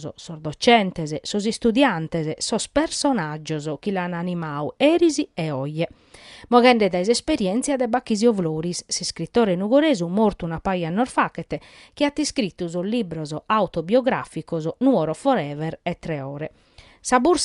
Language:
Sardinian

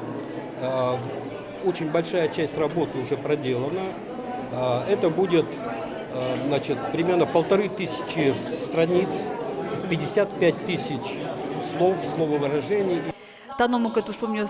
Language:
Udmurt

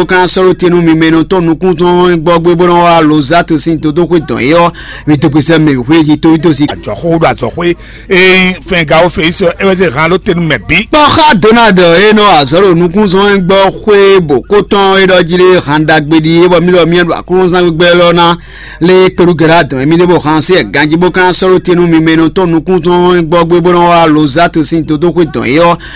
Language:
Fon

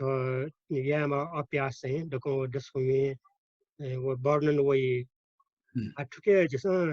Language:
Newari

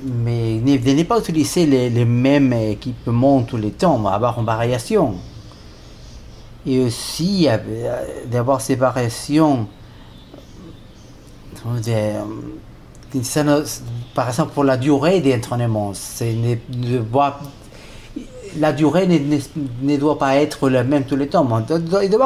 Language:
French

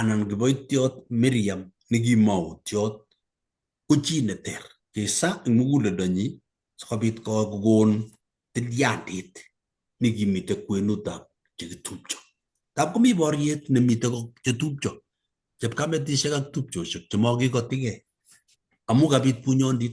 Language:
Kalenjin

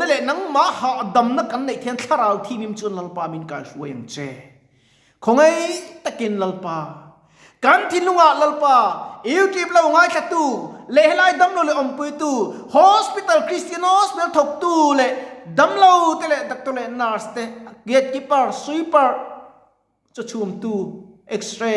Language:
Mizo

